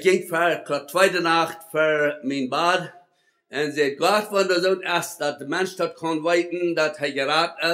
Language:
Plautdietsch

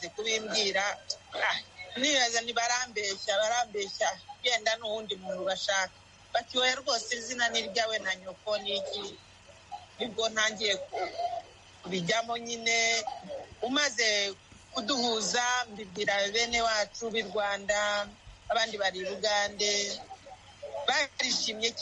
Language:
Kinyarwanda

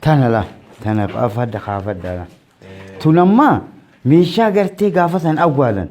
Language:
Oromo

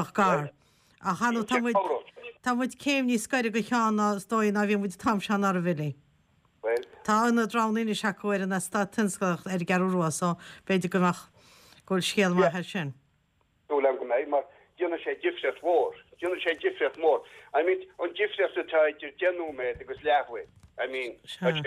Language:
Irish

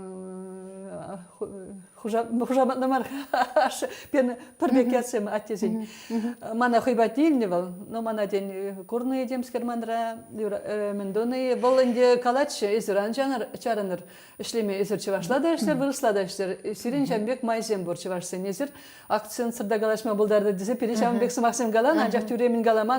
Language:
Chuvash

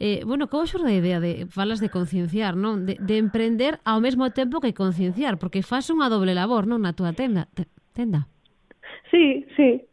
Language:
Galician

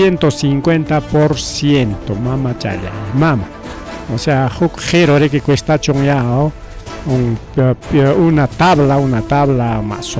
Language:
Ayacucho Quechua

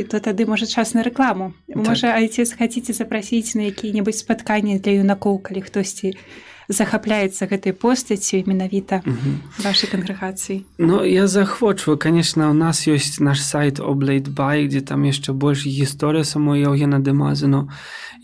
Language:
Belarusian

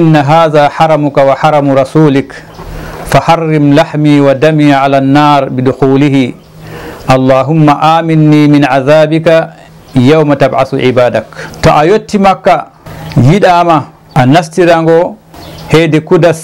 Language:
Fula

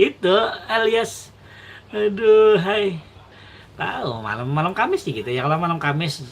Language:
Banjar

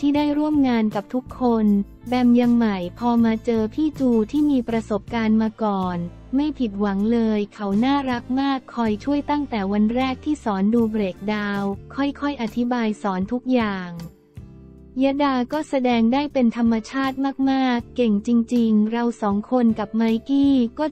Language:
Thai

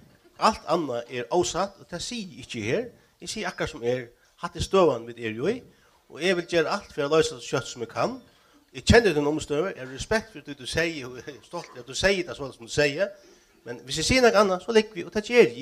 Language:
Faroese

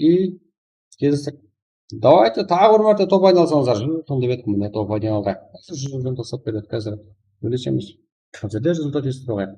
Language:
Kara-Kalpak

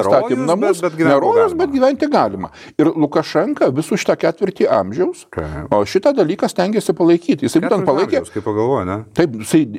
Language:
Lithuanian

